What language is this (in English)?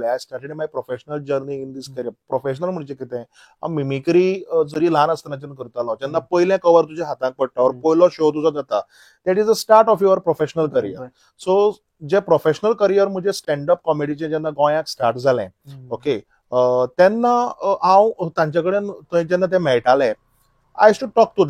Konkani